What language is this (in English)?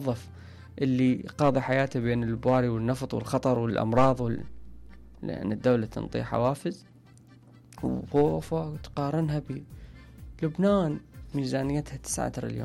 Mesopotamian Arabic